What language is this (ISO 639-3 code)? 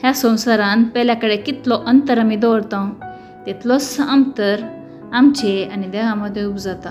kok